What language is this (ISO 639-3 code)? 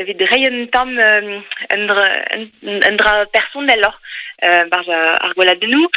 bre